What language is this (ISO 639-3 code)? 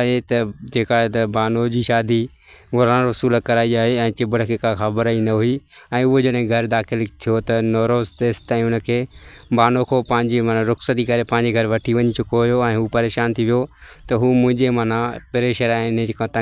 snd